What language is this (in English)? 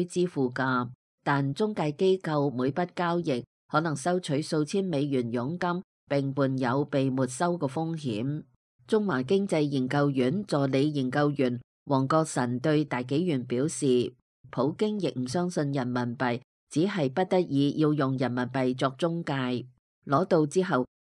Cantonese